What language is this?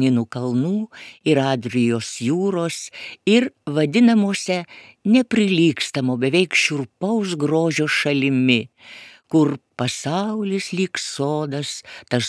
Lithuanian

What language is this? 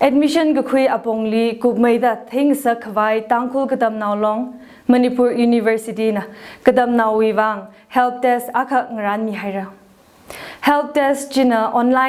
Tangkhul Naga (India)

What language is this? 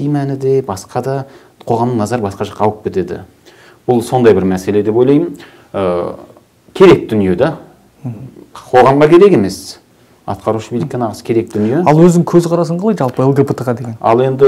Kazakh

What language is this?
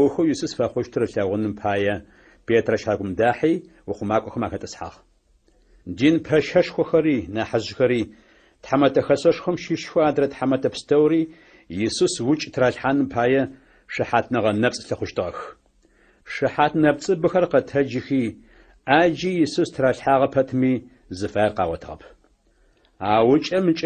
Adyghe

